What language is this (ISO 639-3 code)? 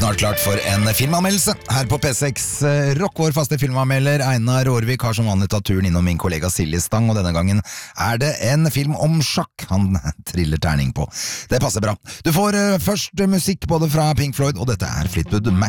nor